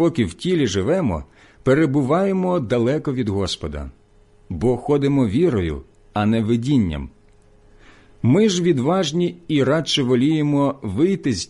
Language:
Ukrainian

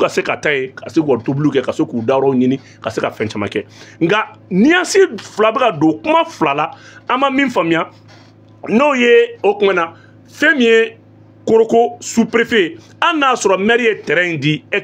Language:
Bambara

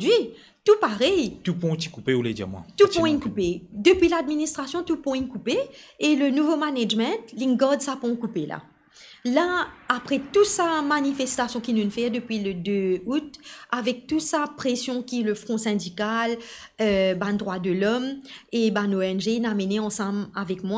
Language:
Morisyen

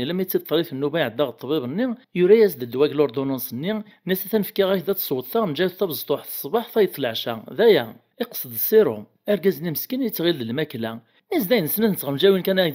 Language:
Kabyle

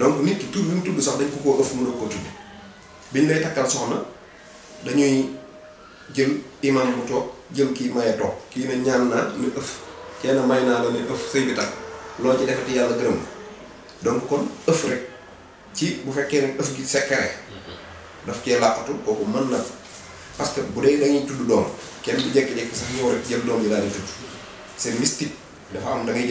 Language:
Wolof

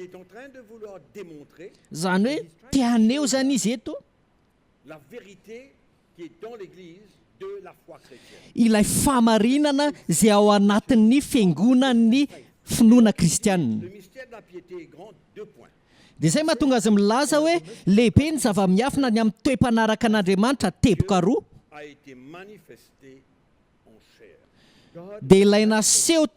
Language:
Malagasy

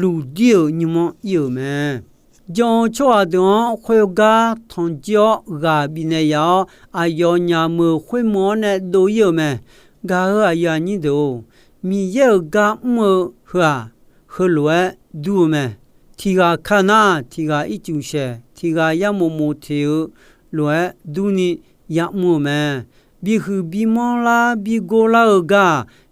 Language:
Akha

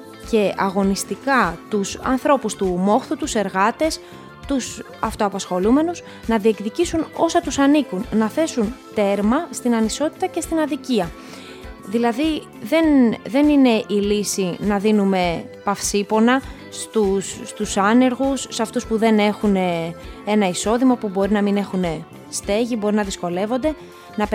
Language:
Greek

